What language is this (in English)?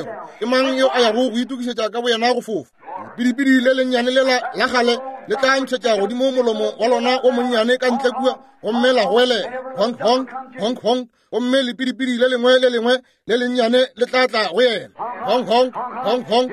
Northern Sotho